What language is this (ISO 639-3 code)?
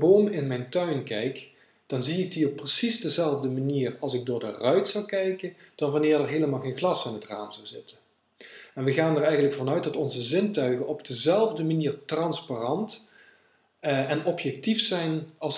nld